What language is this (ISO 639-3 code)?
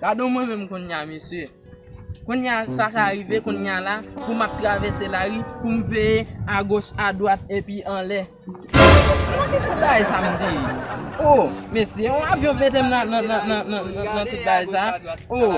hat